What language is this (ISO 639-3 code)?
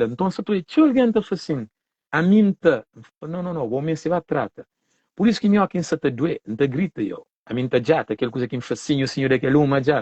kea